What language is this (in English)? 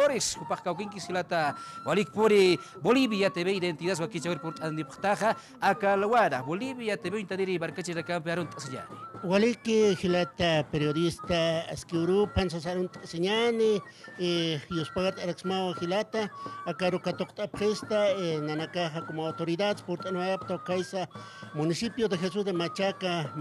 Aymara